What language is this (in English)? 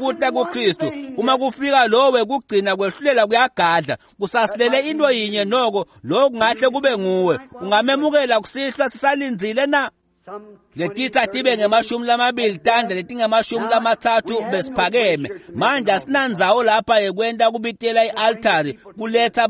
Swati